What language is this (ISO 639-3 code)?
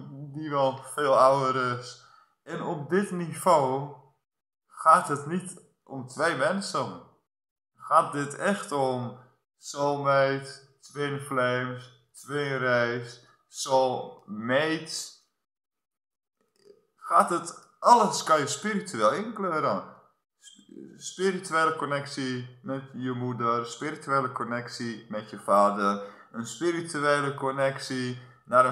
nld